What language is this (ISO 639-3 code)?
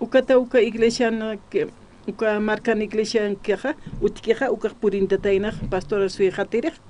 aym